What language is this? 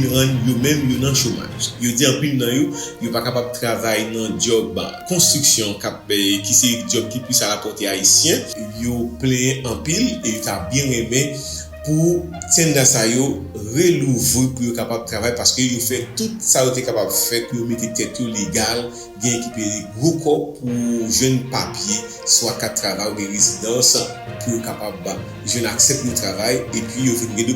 Haitian Creole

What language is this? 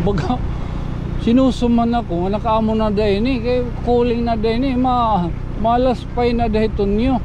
Waray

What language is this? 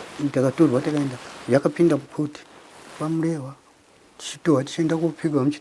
Shona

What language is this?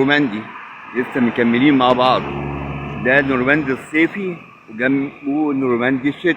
Egyptian Arabic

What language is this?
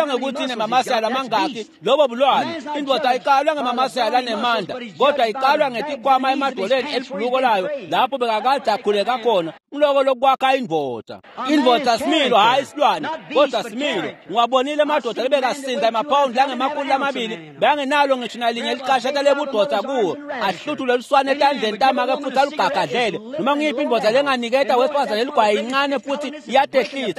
Swati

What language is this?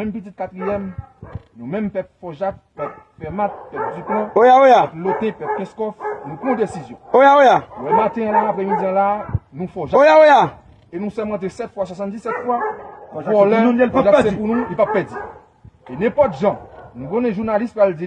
Haitian Creole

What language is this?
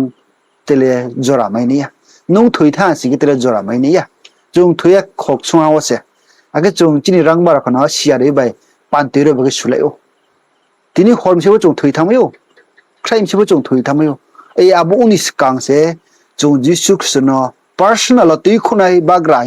Riang (India)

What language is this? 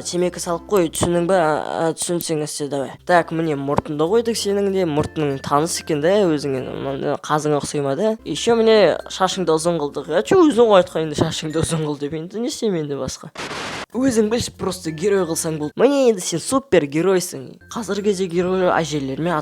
Kazakh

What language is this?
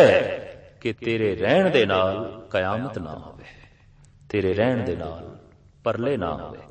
Punjabi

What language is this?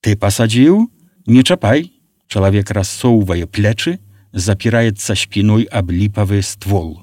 Belarusian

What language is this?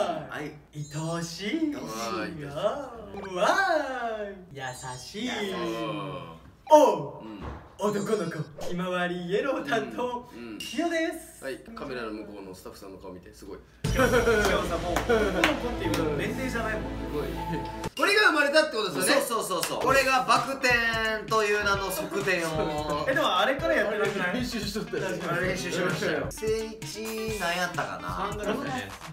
Japanese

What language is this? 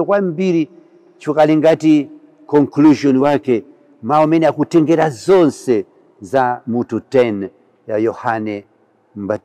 Nyanja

